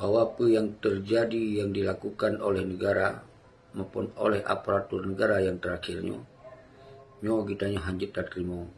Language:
Achinese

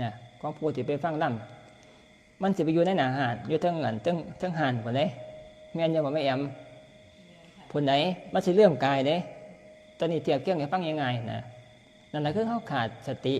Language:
Northeastern Thai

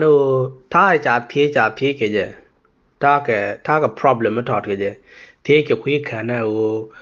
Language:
Nuer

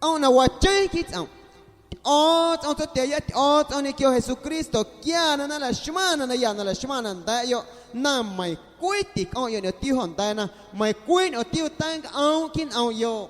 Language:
Guerrero Amuzgo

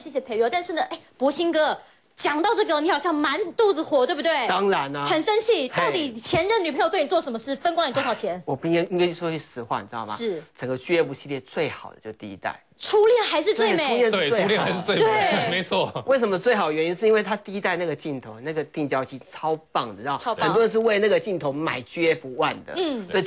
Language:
Chinese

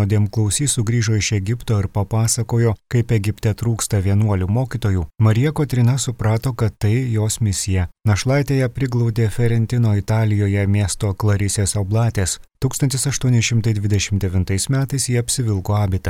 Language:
Lithuanian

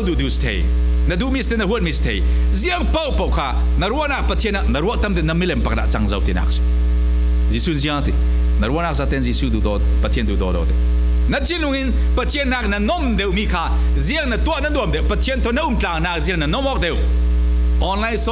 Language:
Falam Chin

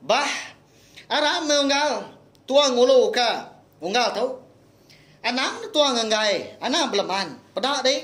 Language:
Iban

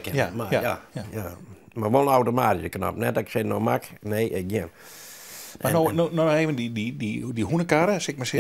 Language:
Western Frisian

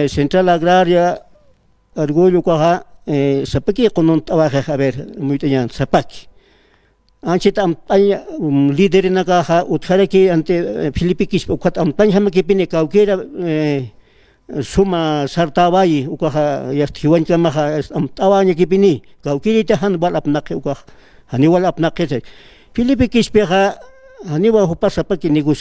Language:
Aymara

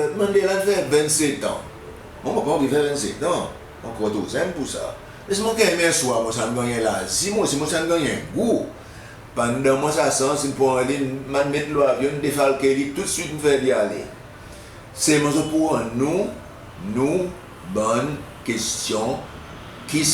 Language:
Seselwa Creole French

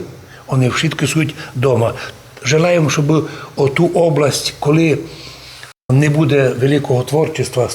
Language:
Rusyn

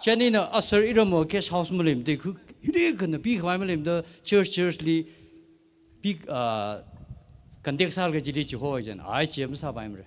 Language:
Tangkhul Naga (India)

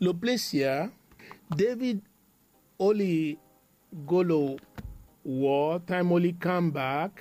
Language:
Bislama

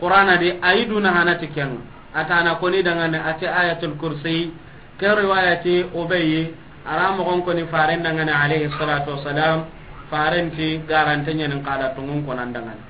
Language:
Soninke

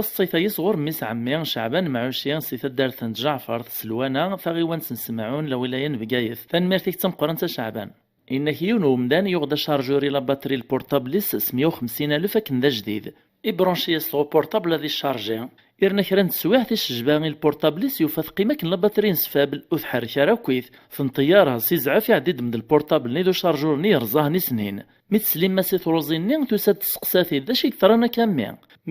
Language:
Kabyle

